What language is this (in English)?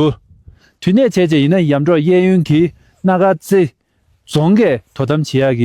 Tibetan